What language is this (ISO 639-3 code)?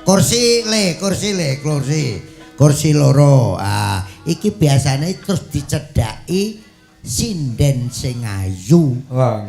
jav